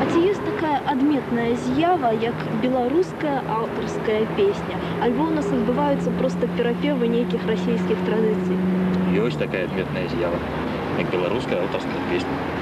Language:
Belarusian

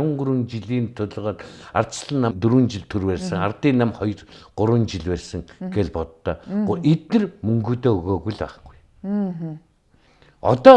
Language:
Mongolian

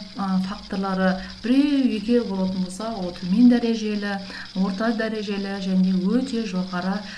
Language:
Kazakh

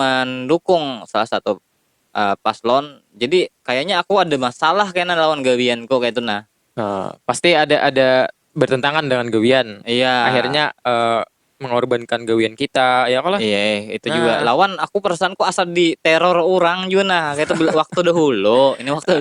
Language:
Banjar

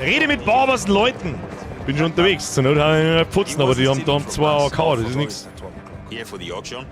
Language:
Bavarian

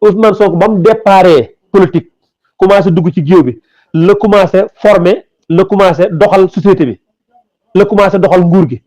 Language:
Wolof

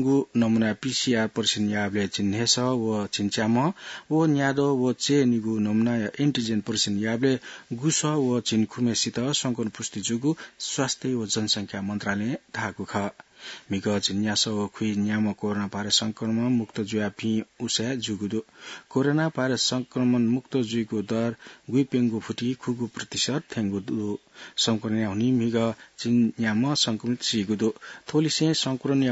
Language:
Newari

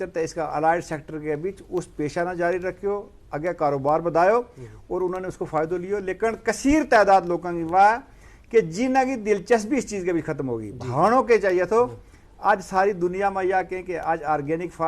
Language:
Gujari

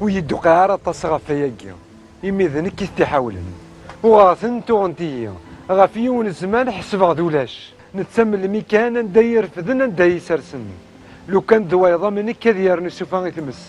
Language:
Kabyle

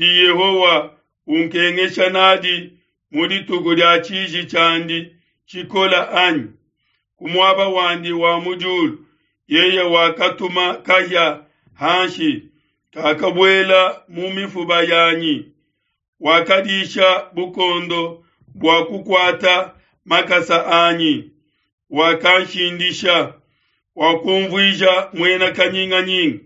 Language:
Luba-Lulua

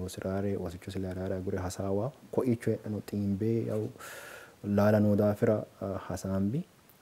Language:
Sidamo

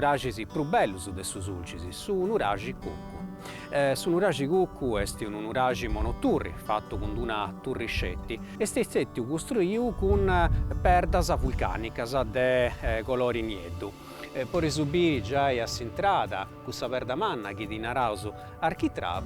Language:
Sardinian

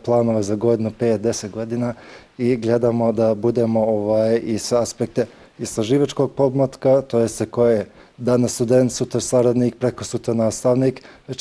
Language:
Bosnian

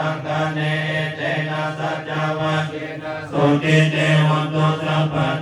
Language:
Pali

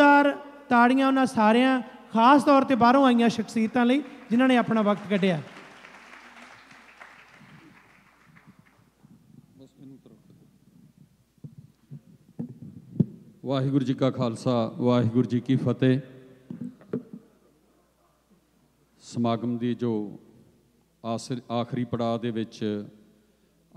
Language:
Punjabi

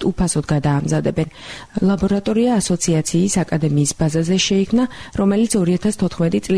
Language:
Georgian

